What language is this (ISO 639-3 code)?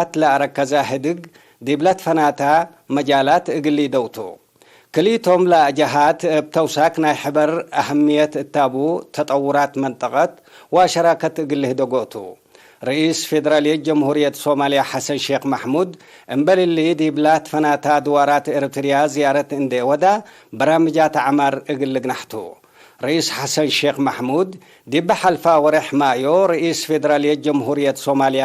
tig